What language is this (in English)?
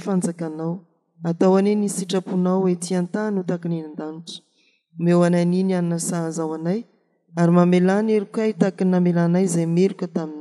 Malagasy